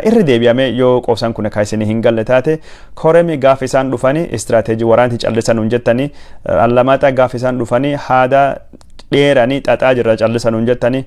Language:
Oromo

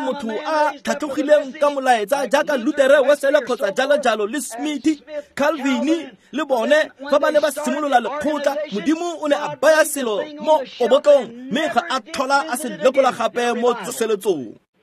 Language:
Tswana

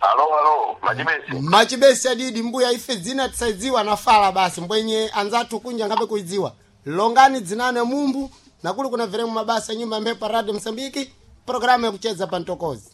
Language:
Sena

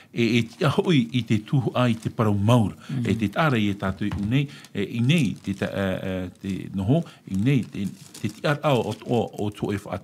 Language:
Tahitian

